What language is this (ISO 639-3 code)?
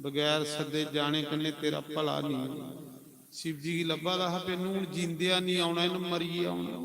doi